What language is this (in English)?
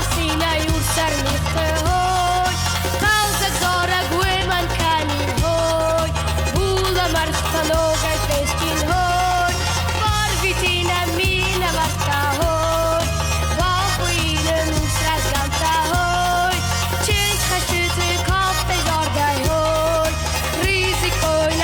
Ossetic